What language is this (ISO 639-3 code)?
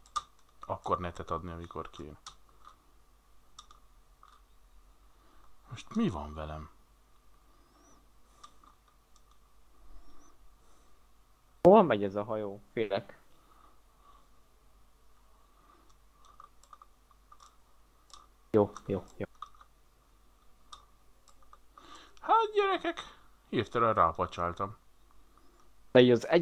hun